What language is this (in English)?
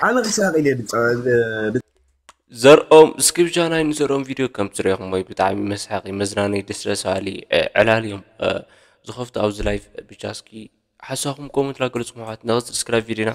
Tigrinya